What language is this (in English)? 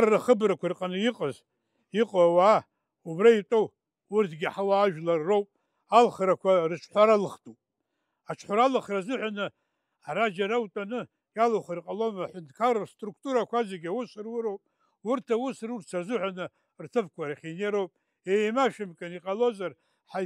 Abkhazian